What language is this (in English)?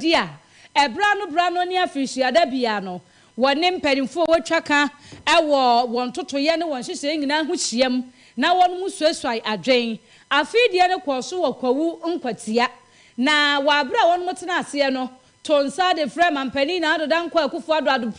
Akan